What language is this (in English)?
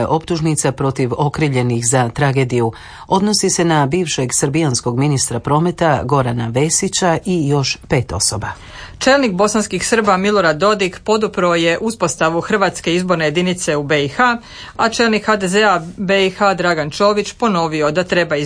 Croatian